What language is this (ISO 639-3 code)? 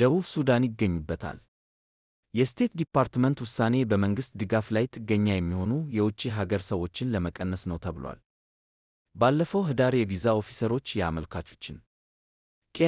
amh